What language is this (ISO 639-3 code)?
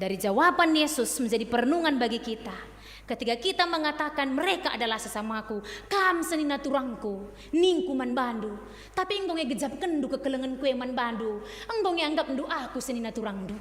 btx